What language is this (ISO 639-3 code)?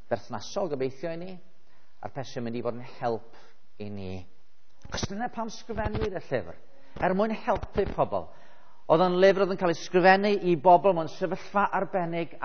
cym